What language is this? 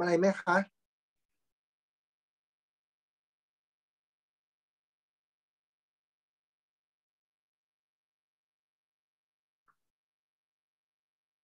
Thai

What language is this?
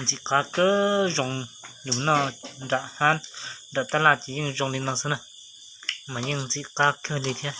Hmong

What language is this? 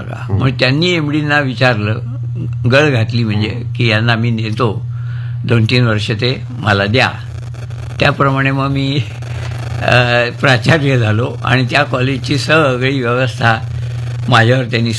Marathi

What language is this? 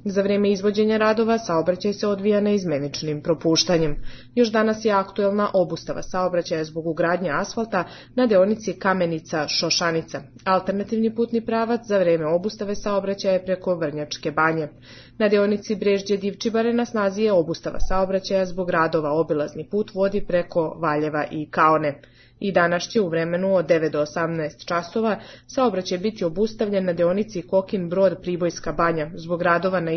Serbian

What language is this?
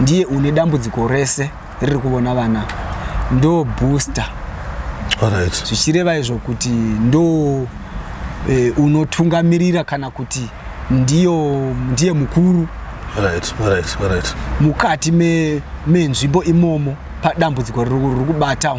Shona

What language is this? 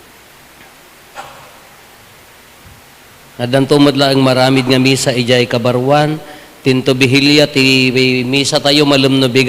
Iloko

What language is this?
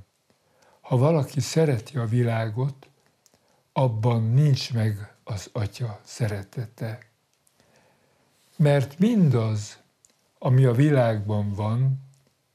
Hungarian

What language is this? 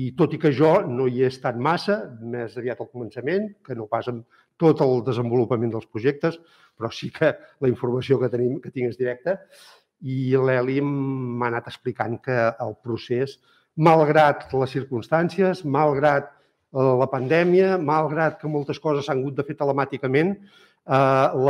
Catalan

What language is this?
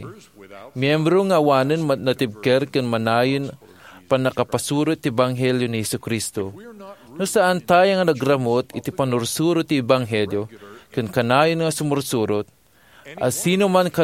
Iloko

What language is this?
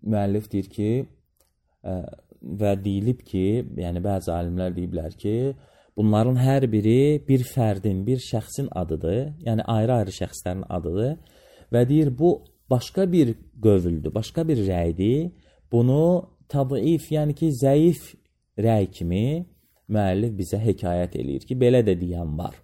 Azerbaijani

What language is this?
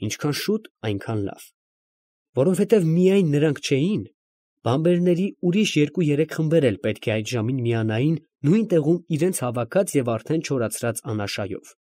Armenian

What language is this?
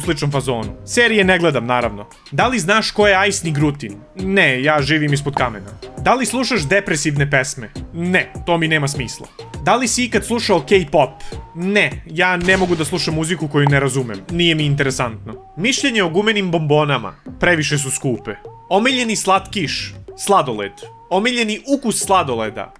Serbian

